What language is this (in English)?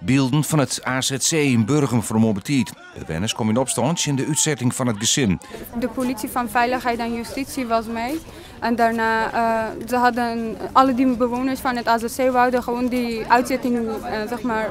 Western Frisian